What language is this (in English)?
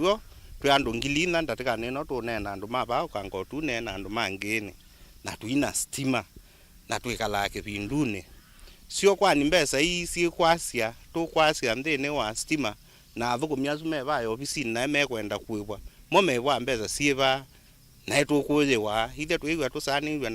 Kamba